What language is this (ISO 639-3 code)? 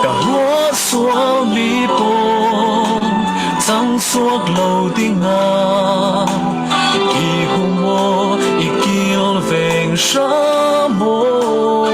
cfm